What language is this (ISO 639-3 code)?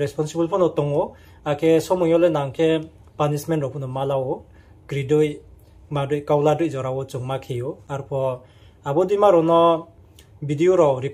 ria